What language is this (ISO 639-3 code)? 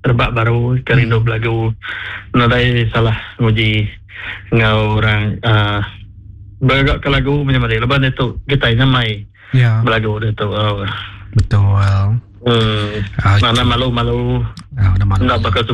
iba